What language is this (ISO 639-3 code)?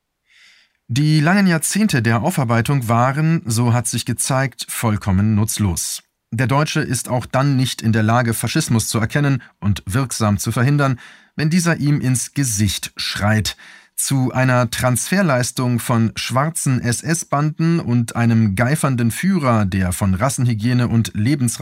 deu